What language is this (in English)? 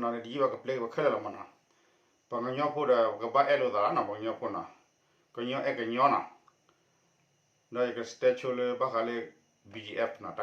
S'gaw Karen